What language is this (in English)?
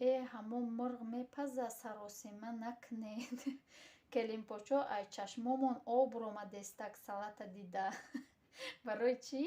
Tajik